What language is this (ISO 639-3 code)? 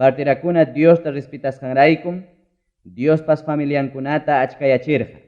quy